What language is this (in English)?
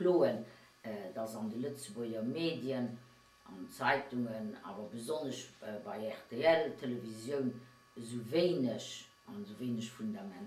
Luxembourgish